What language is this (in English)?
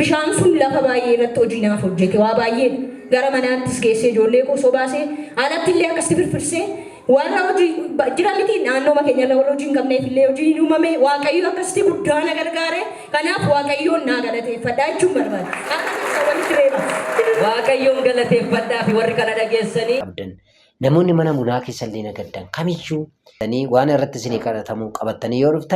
Oromo